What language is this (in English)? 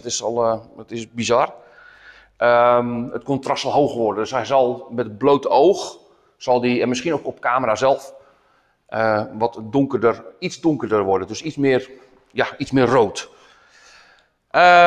Dutch